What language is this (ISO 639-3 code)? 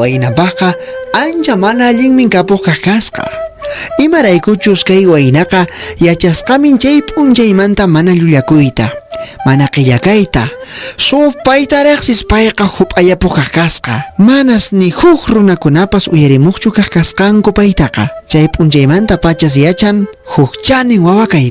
que